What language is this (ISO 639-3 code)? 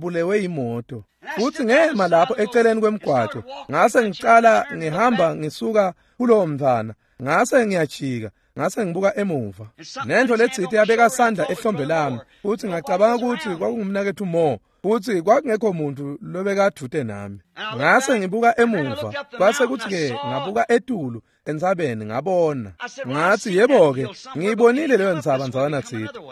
ssw